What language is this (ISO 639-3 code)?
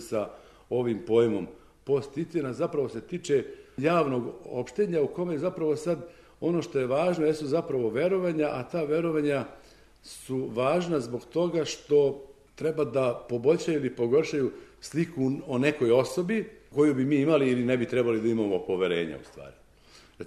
srp